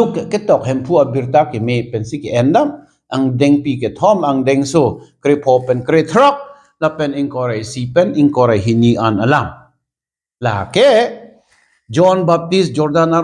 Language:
Karbi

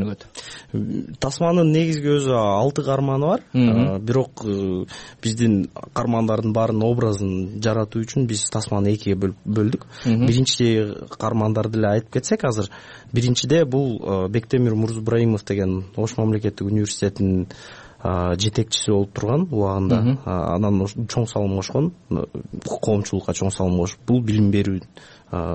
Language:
Kyrgyz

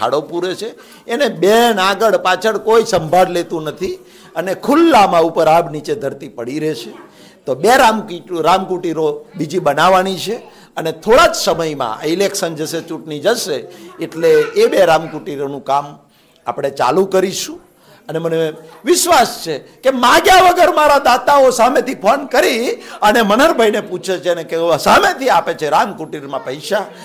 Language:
Gujarati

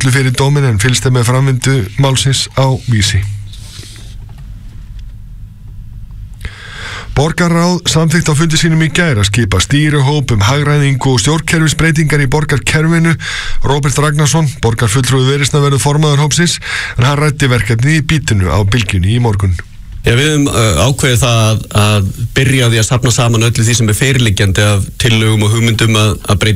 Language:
Icelandic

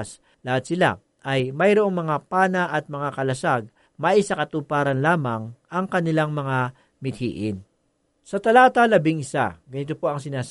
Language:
Filipino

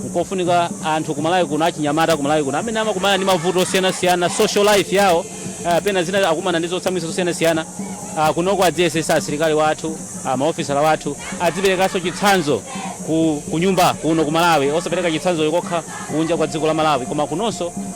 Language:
Nyanja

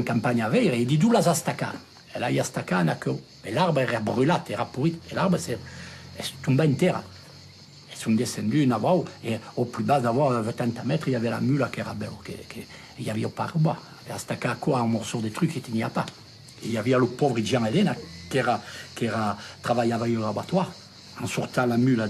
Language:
Occitan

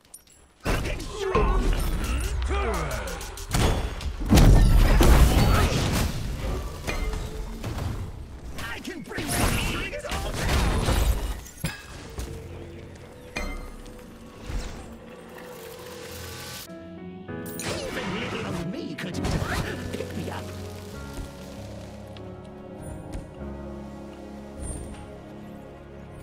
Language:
English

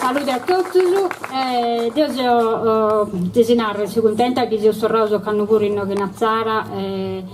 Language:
Sardinian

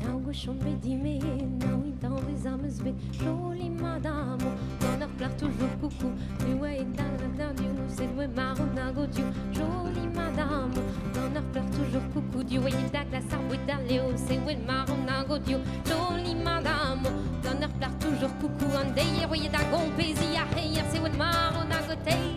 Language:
Breton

